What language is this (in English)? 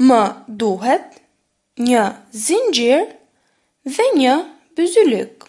Albanian